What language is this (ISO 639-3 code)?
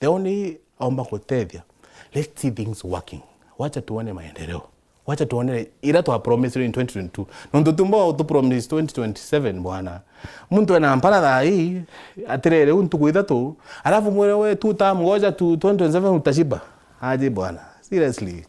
mer